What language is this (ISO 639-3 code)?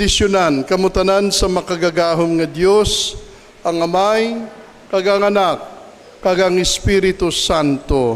hil